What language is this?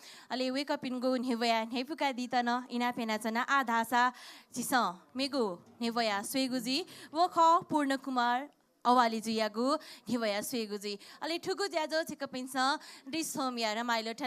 Newari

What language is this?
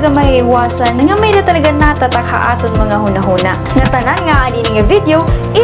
Waray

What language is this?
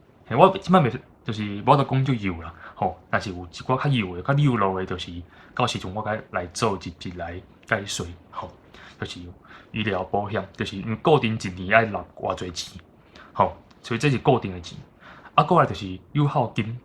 Min Nan Chinese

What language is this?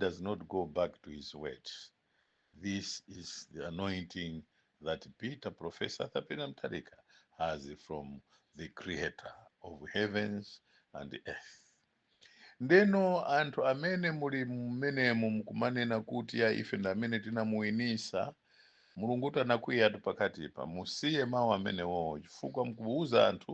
Nyanja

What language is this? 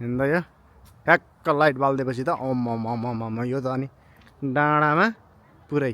Nepali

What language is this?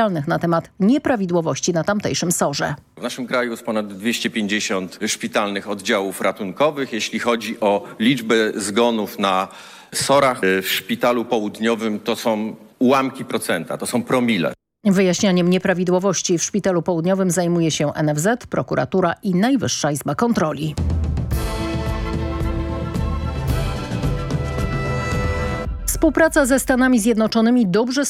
Polish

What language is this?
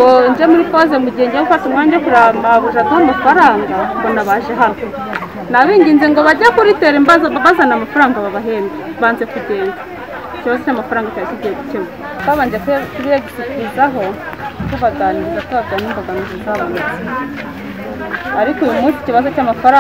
Kinyarwanda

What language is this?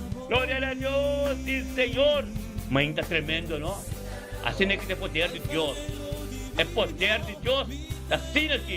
Papiamento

